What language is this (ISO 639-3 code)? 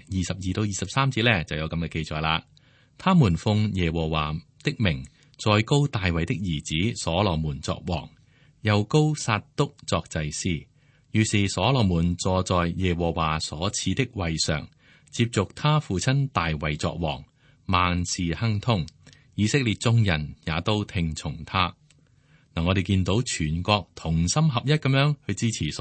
yue